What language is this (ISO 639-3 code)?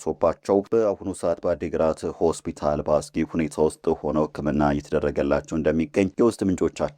amh